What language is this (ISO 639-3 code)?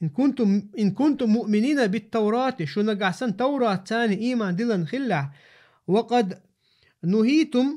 che